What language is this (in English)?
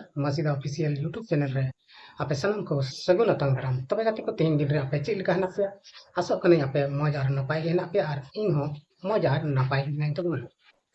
Santali